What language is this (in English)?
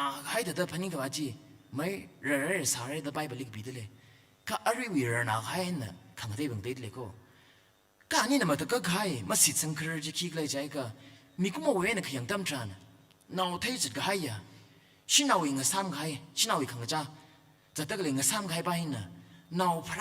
Tangkhul Naga (India)